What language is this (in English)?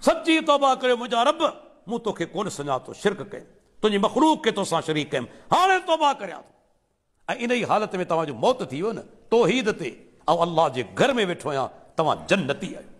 Sindhi